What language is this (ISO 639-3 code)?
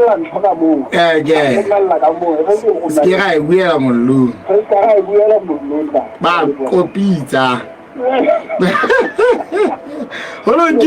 sot